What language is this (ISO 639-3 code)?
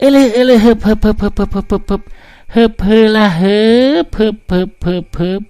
sun